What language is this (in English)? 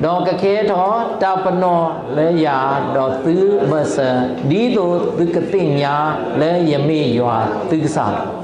S'gaw Karen